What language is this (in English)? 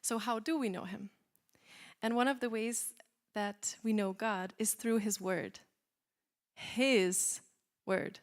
English